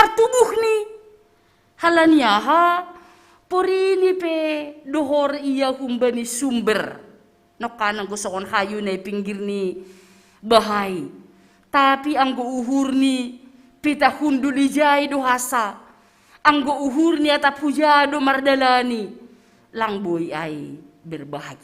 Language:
Batak Simalungun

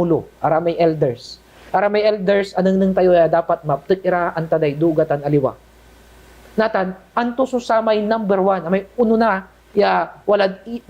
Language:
Pangasinan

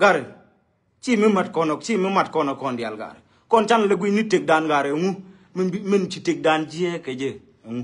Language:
Nuer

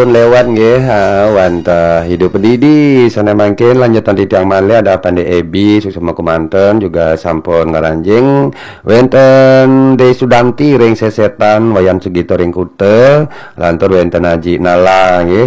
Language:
Balinese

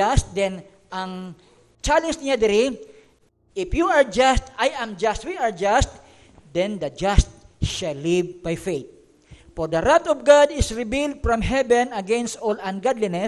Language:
Cebuano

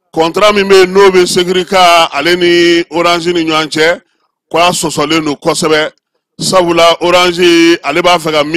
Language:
Bambara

